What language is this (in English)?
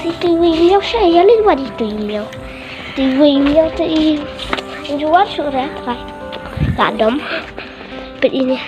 Khasi